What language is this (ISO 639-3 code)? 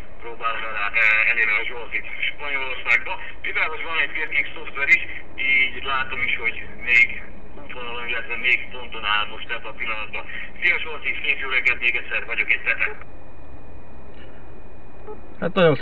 hun